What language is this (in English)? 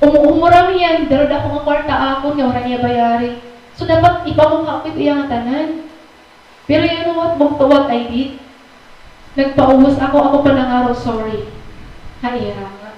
Waray